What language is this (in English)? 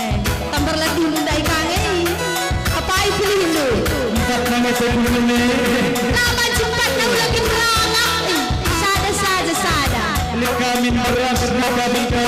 Batak Karo